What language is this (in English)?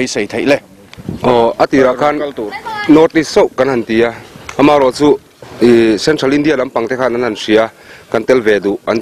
Mizo